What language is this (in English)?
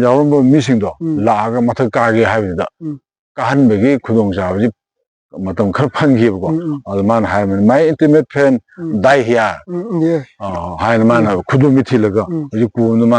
Manipuri